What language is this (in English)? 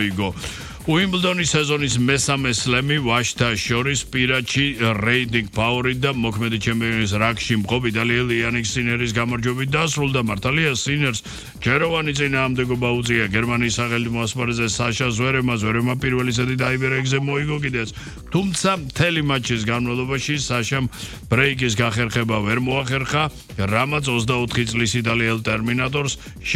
Georgian